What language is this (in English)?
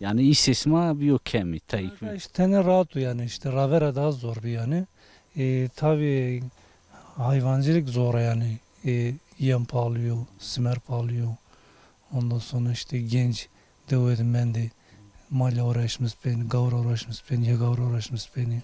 Zaza